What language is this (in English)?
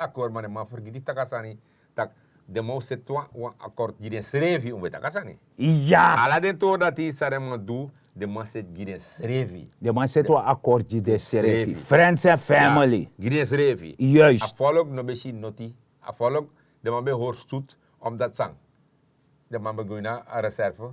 Sranan Tongo